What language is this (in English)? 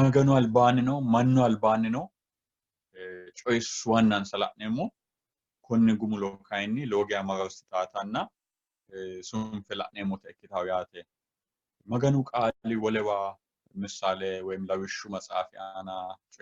Sidamo